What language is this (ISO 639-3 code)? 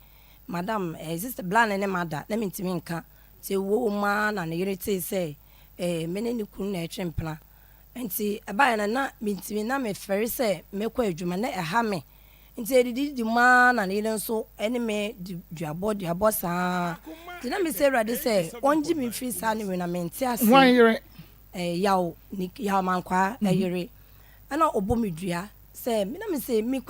aka